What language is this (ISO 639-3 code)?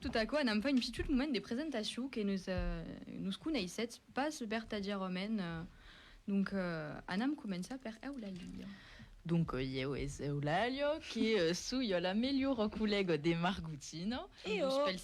oci